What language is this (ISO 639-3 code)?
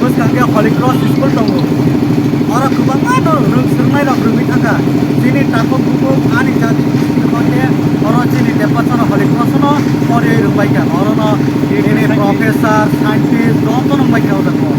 trp